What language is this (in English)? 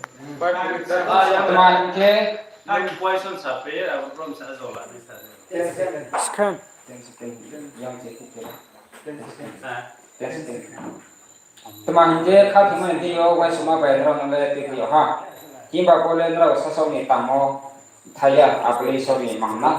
Riang (India)